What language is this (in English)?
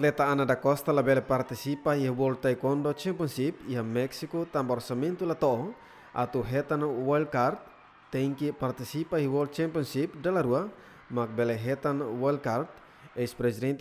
Tetum